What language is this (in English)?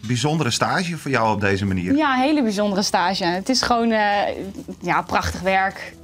Western Frisian